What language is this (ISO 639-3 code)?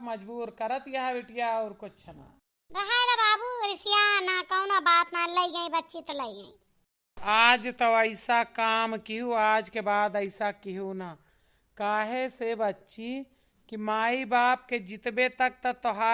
awa